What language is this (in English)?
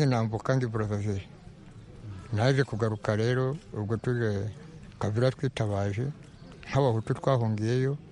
Kinyarwanda